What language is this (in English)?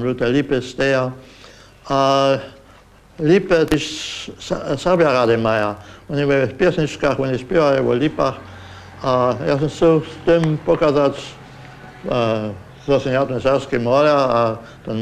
Upper Sorbian